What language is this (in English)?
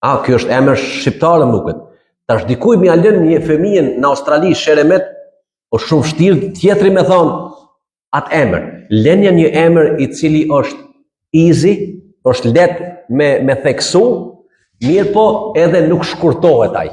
Albanian